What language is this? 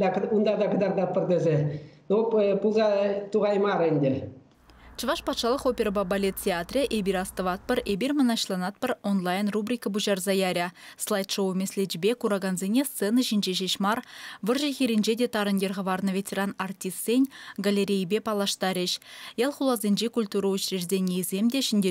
Chuvash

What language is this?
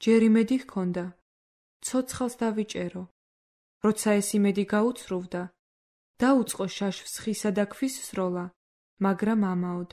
Georgian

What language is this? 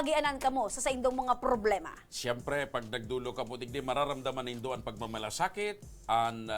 Bikol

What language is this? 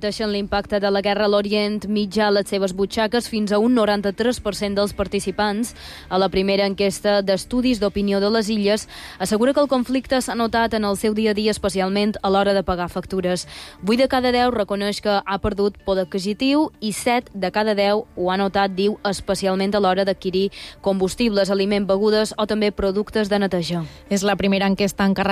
Catalan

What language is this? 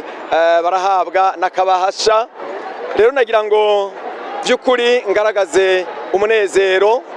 Rundi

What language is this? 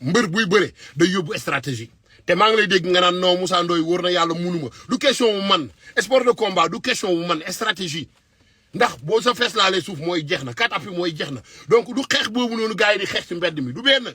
Wolof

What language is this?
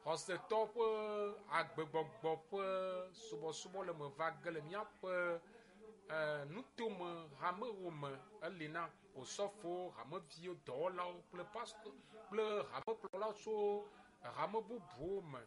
Ewe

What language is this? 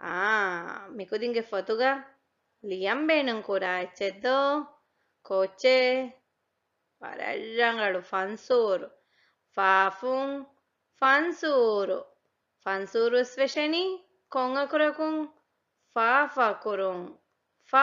Divehi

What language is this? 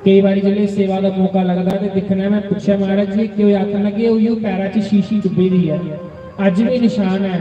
Dogri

